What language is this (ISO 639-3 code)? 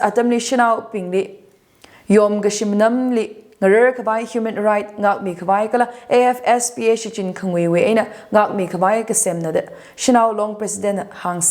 nmf